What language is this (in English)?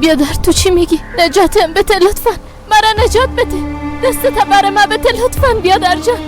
Persian